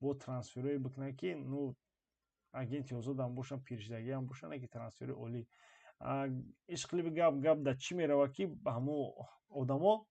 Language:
Tajik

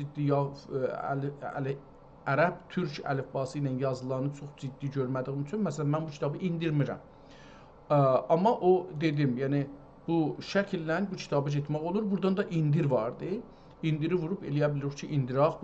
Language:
South Azerbaijani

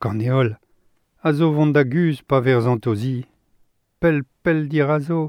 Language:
Breton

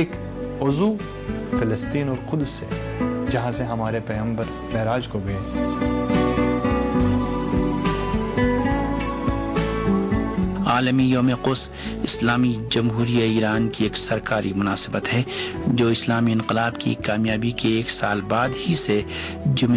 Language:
Urdu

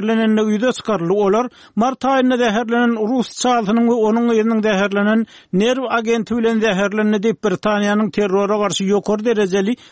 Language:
Turkmen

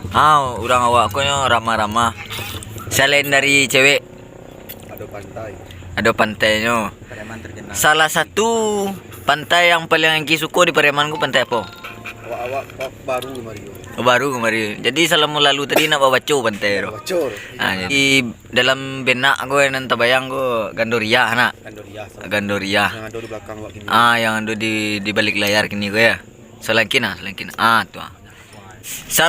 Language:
Minangkabau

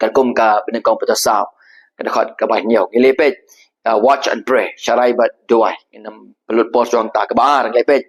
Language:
Khasi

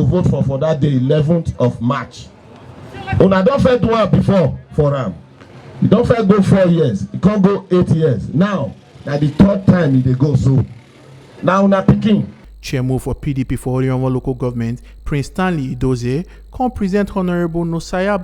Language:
Nigerian Pidgin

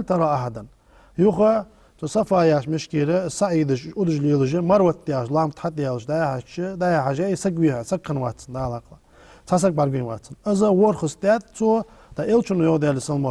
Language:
Ingush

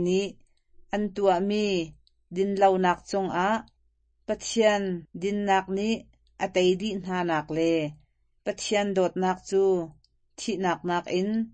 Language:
Hakha Chin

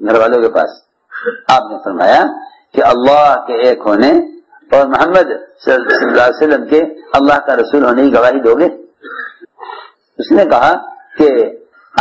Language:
Urdu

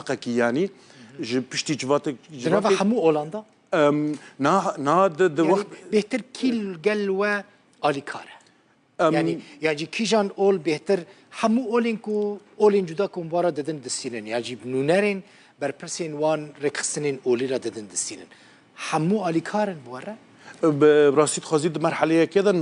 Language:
Kurdish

